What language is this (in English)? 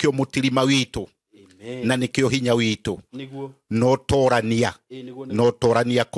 Kikuyu